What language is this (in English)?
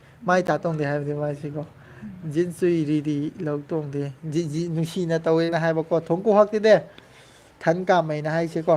Manipuri